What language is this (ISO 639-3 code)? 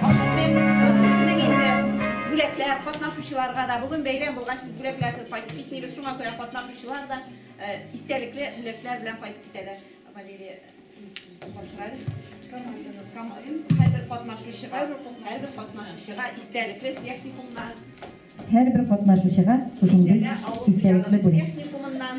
tat